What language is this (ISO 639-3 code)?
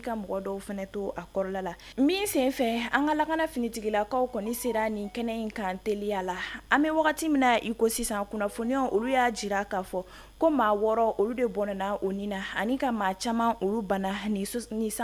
bam